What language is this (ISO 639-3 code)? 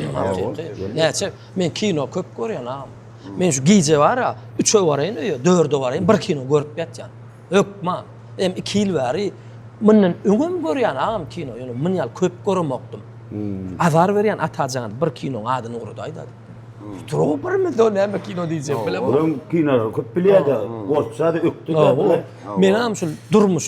tuk